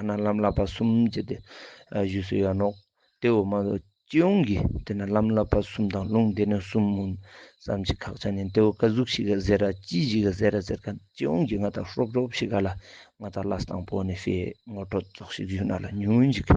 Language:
Ladakhi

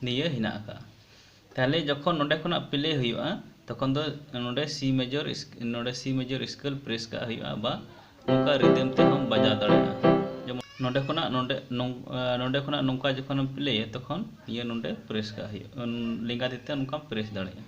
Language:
Santali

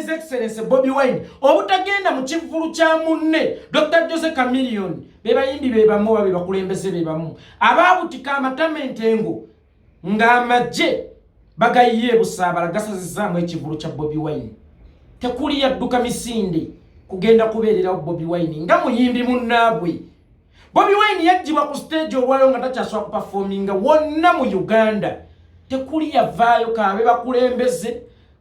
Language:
Ganda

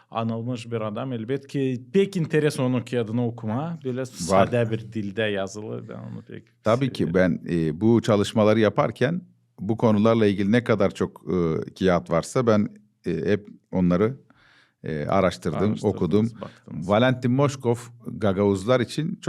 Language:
Gagauz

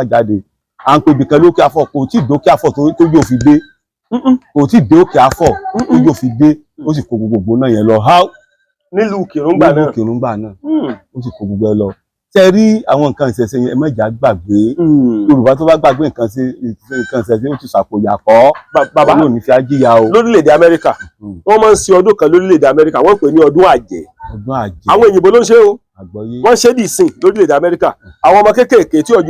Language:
Yoruba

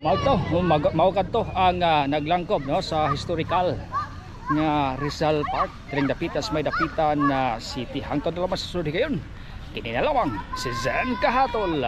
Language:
Cebuano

